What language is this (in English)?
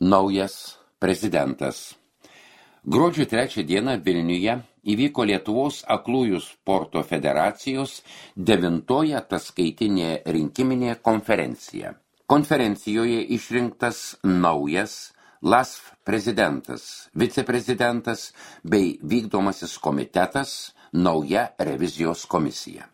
Lithuanian